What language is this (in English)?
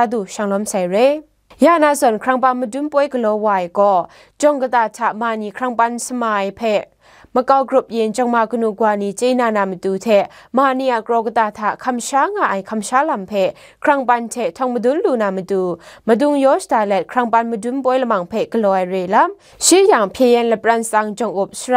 Kachin